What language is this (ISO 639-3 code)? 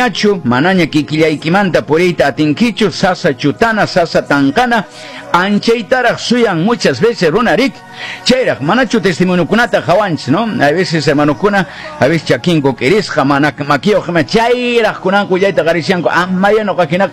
que